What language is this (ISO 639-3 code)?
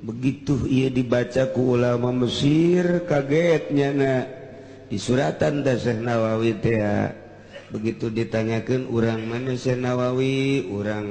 sun